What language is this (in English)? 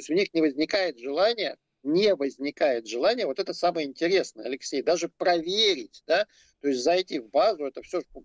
Russian